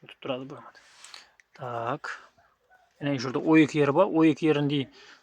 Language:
Uzbek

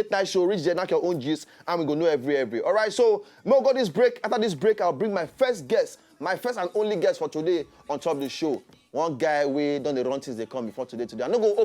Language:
Nigerian Pidgin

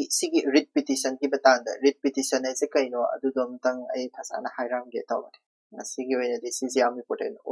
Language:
Manipuri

